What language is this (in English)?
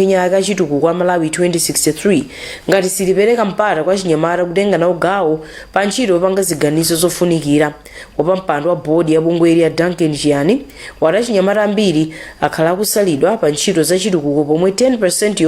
Nyanja